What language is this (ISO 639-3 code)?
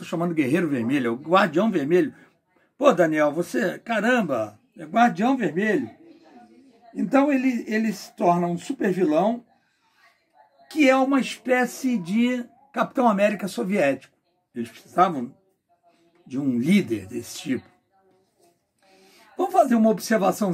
por